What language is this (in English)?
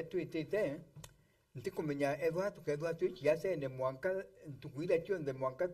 Meru